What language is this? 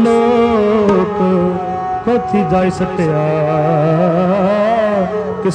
Punjabi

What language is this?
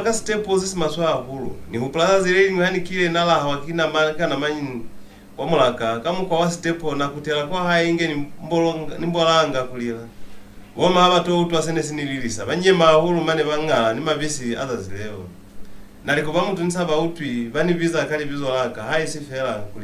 Lozi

